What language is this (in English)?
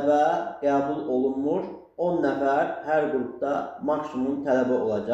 Azerbaijani